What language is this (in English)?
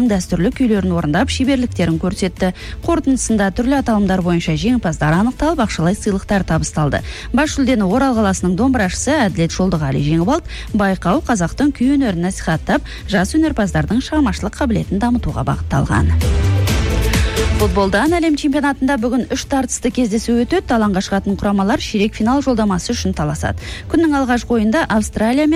Kazakh